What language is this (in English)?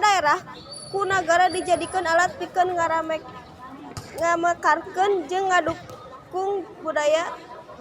Sundanese